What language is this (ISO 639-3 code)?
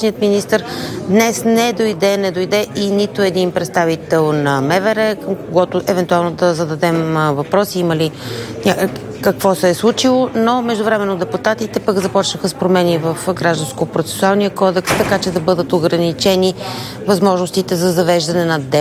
bul